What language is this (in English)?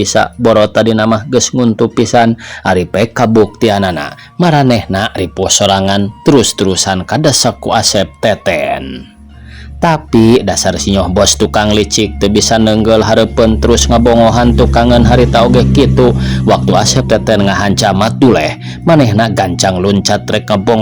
Sundanese